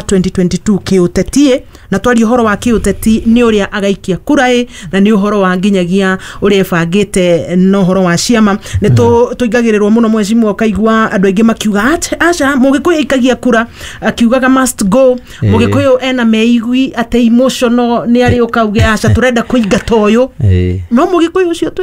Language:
Kikuyu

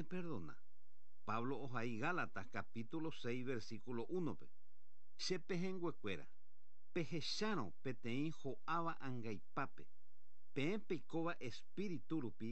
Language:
Guarani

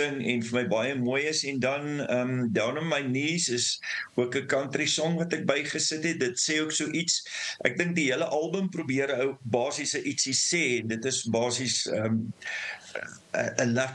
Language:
Afrikaans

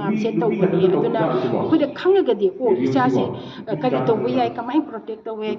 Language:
Manipuri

